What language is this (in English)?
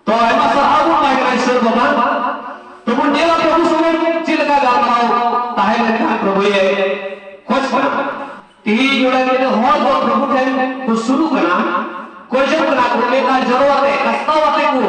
Santali